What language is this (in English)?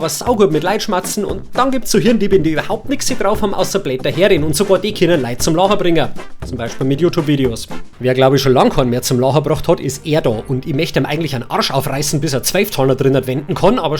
Bavarian